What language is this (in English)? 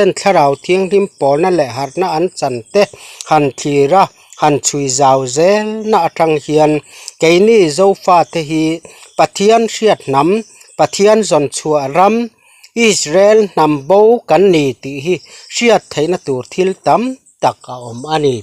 Mizo